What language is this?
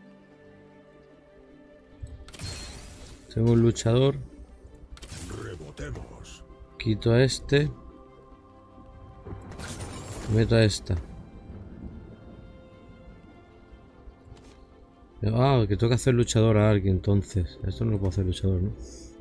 Spanish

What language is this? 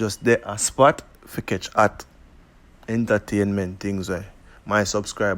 Jamaican Creole English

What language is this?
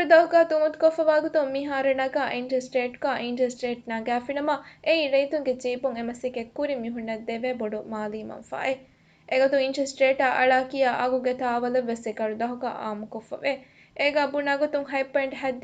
Divehi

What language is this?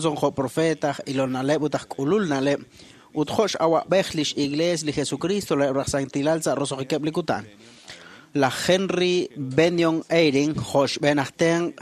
Kekchí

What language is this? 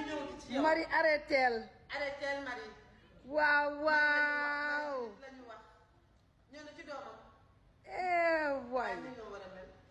Wolof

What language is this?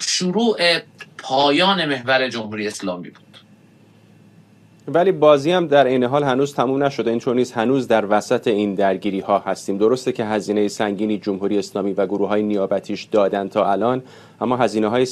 Persian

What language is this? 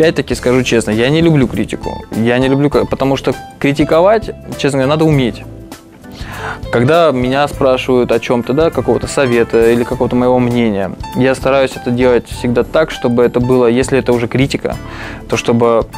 Russian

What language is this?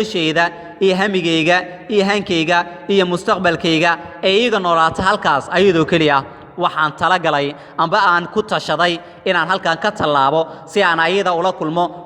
Somali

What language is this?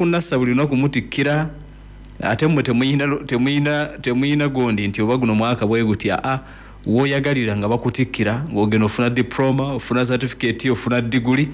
Ganda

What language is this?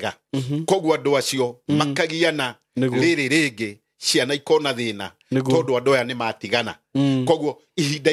Kikuyu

